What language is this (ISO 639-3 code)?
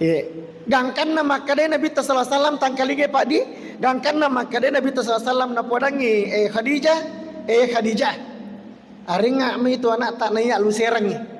bug